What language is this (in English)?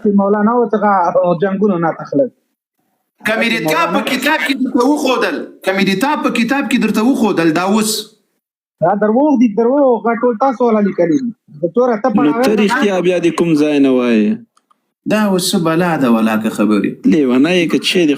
Pashto